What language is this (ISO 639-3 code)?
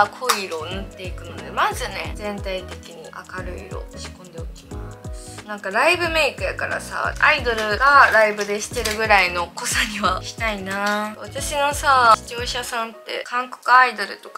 jpn